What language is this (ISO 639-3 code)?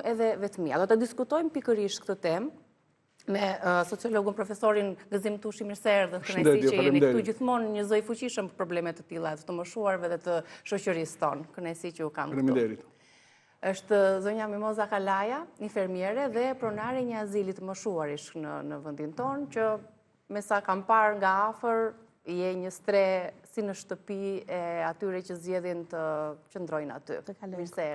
sqi